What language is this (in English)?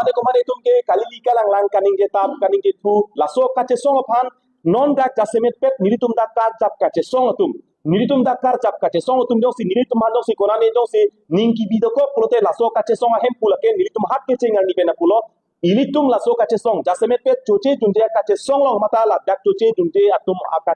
Karbi